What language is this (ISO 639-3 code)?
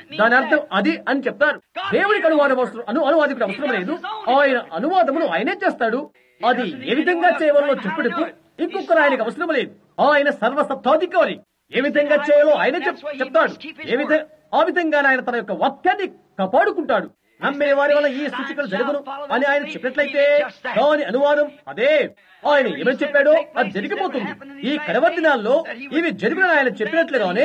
tel